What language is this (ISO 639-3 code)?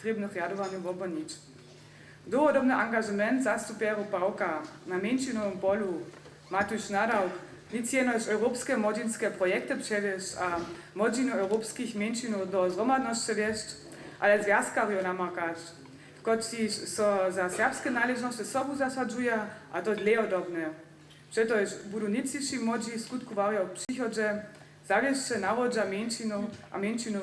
hsb